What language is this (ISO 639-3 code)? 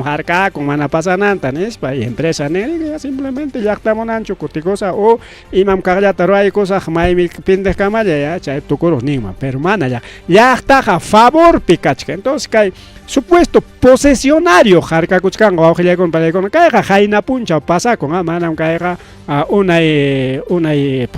quy